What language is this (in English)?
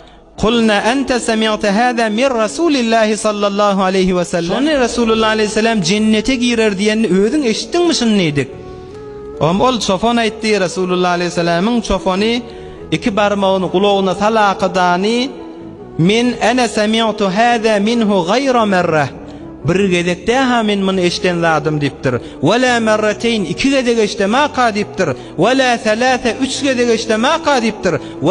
Turkmen